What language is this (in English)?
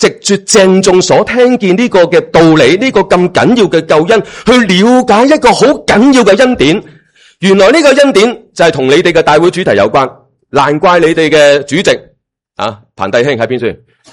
Cantonese